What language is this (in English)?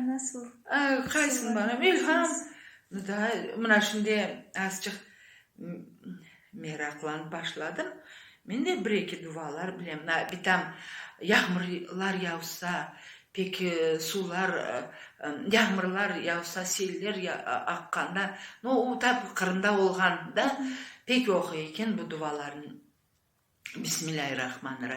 Crimean Tatar